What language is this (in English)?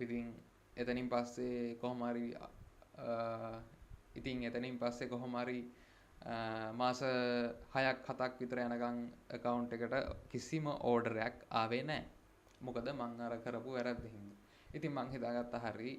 Sinhala